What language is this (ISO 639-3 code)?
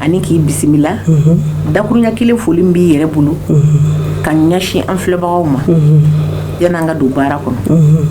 bam